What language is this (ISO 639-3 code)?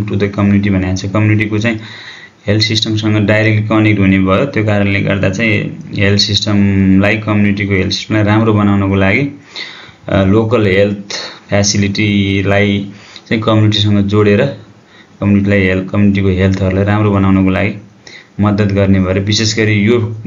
nep